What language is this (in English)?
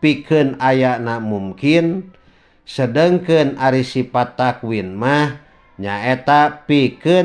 Sundanese